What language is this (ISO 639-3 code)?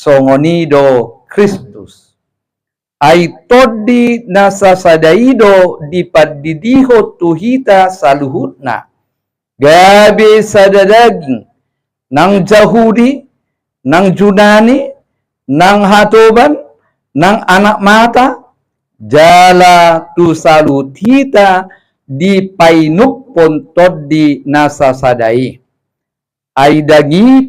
bbc